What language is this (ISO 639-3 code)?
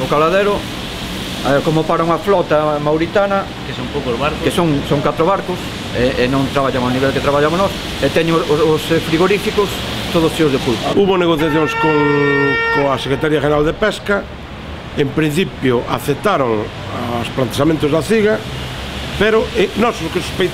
glg